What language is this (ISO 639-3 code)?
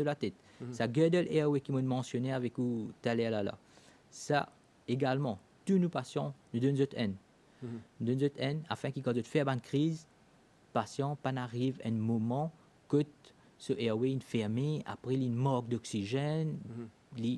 mfe